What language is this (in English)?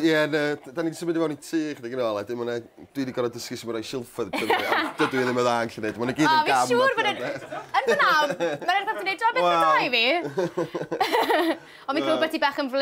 Welsh